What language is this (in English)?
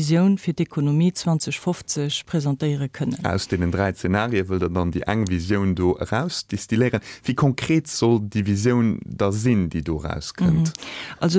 Luxembourgish